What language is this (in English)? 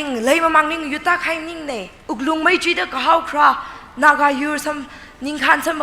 Tangkhul Naga (India)